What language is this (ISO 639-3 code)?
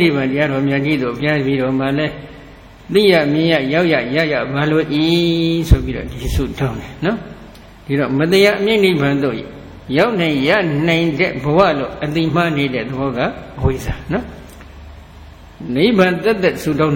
mya